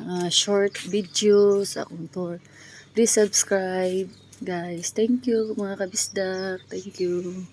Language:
Cebuano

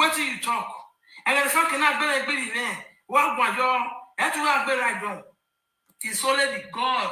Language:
Nigerian Pidgin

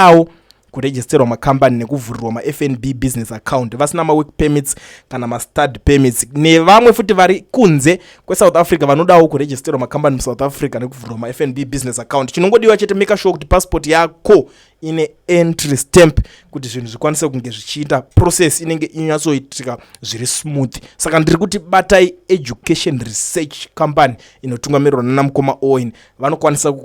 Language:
Shona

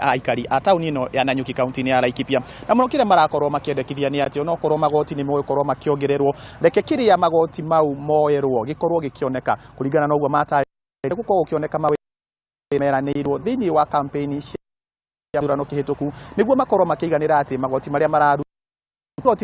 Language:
Kikuyu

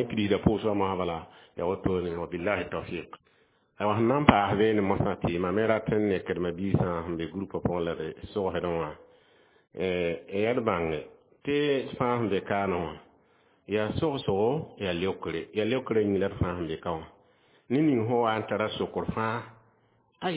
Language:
Mossi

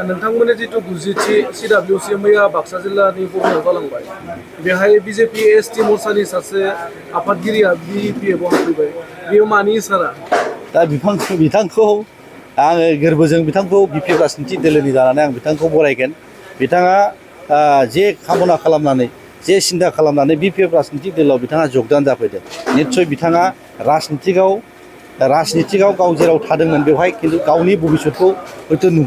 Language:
Bodo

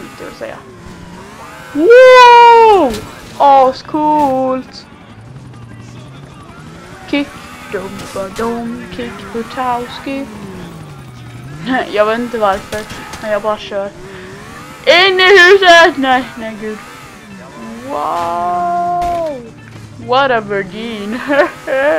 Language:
Swedish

